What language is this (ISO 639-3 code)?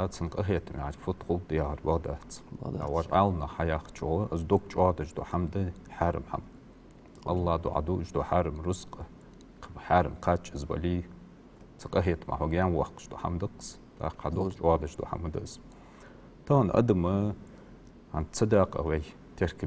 inh